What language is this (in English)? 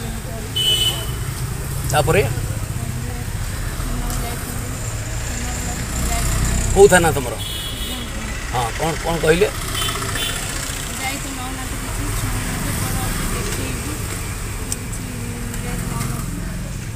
Odia